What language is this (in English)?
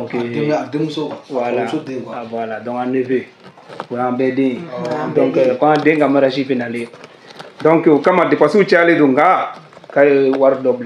Bambara